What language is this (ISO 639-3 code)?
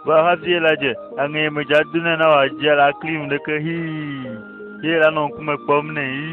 ewe